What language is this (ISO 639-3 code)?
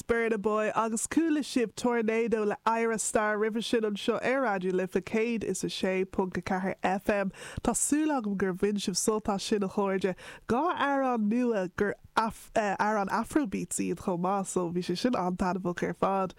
gle